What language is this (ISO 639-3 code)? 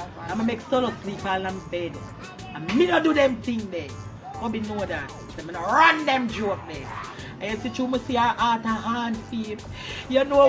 jam